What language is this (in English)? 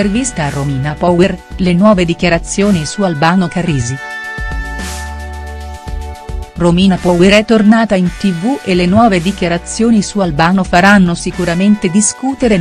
Italian